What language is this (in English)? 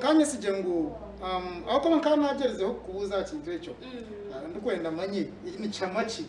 Nyankole